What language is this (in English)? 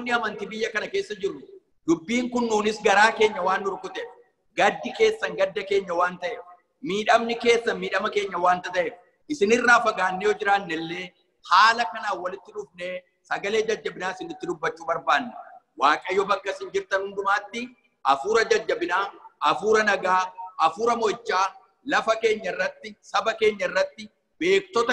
Oromo